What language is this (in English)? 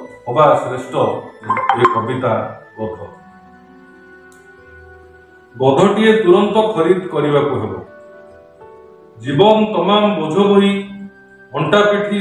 Odia